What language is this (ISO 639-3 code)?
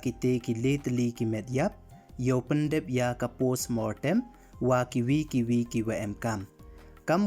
pbv